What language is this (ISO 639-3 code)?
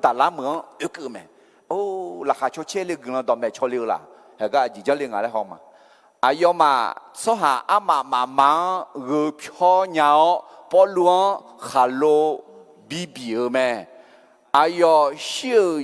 ahk